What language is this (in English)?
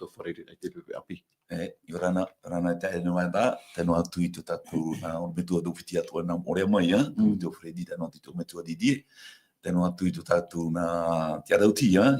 Tahitian